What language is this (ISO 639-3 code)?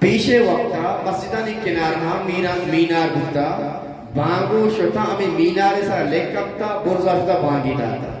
bgp